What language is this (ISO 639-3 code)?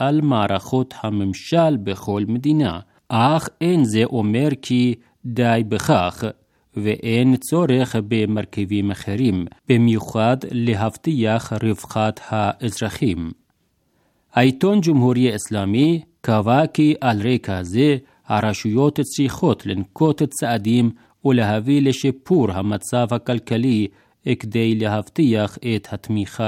heb